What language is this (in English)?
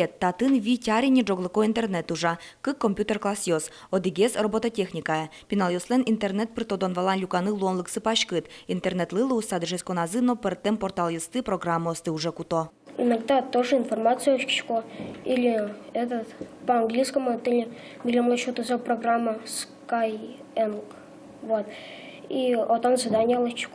Udmurt